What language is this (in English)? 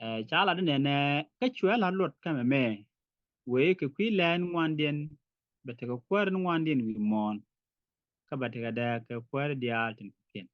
Nuer